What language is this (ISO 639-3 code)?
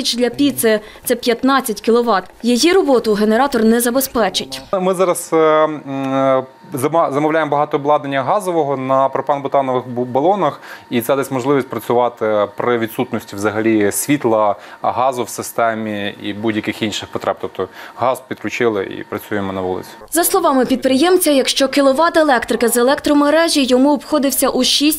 ukr